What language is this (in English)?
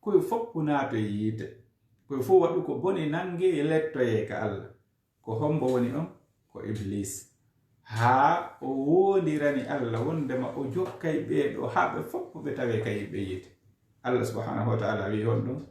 Fula